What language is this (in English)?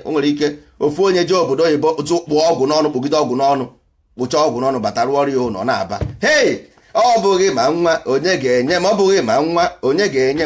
Igbo